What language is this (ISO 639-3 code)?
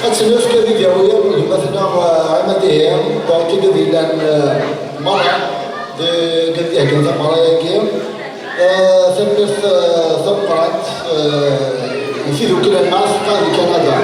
kab